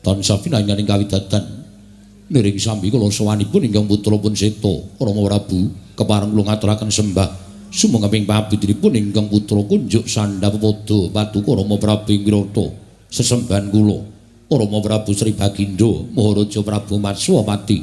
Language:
Javanese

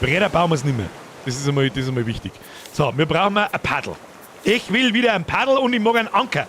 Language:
Bavarian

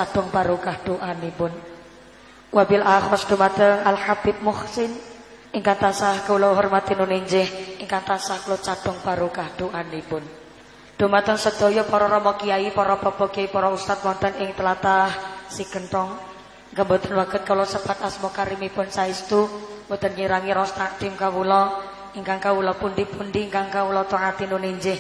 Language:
Javanese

